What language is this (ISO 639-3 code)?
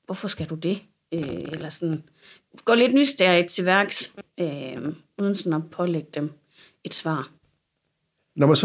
dan